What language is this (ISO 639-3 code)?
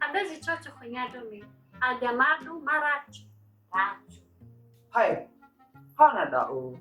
nia